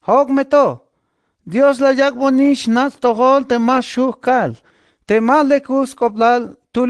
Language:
Tzeltal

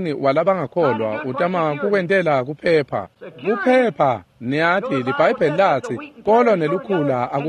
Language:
Swati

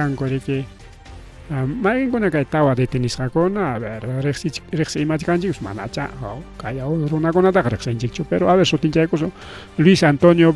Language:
Ayacucho Quechua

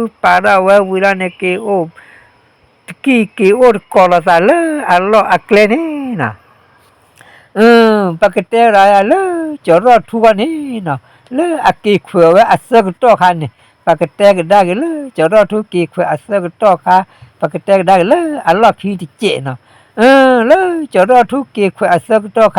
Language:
S'gaw Karen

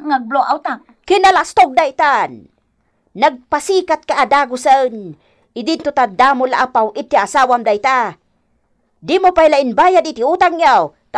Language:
Iloko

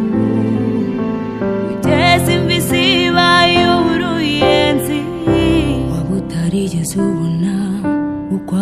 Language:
Kinyarwanda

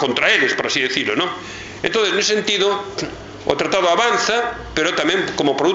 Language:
Galician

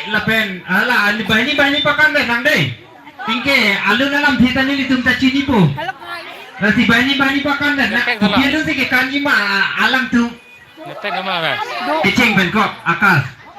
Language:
Karbi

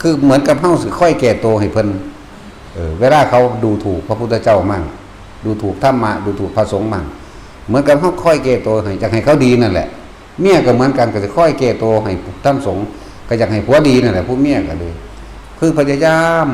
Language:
Northeastern Thai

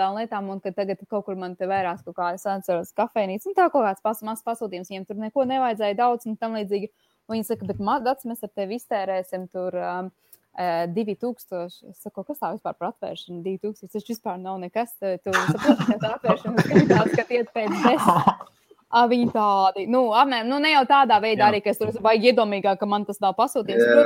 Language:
Latvian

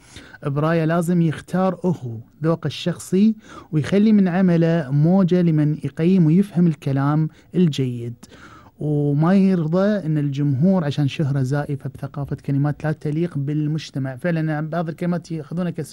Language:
Gulf Arabic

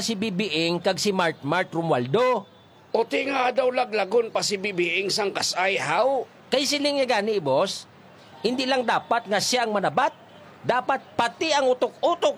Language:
Hiligaynon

